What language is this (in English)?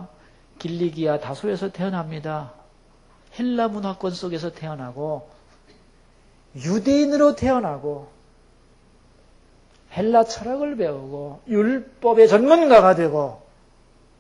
Korean